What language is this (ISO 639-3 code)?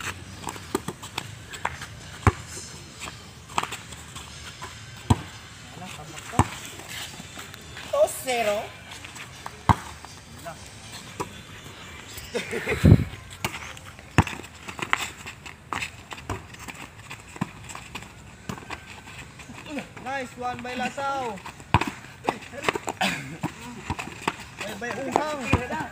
fil